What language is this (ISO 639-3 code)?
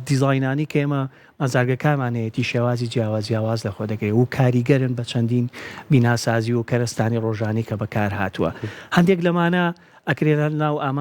ckb